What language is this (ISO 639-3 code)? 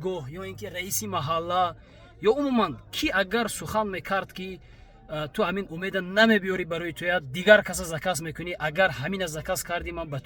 tgk